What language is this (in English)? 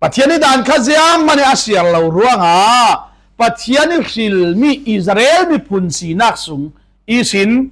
Falam Chin